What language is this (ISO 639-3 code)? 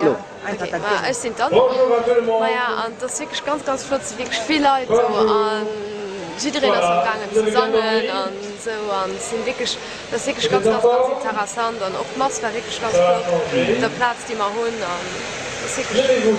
ltz